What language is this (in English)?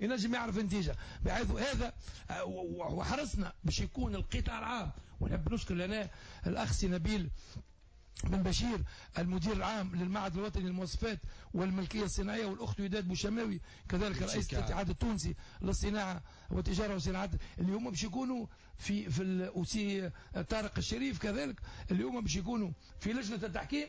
Tunisian Arabic